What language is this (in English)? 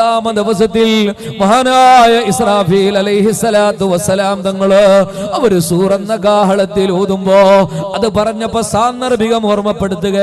Malayalam